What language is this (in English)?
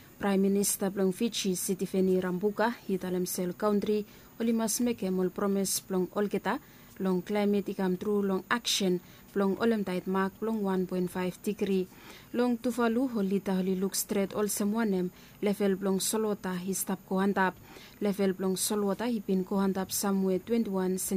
Bislama